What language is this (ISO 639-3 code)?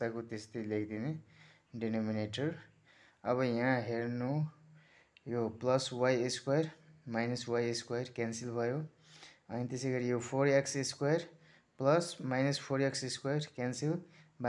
nep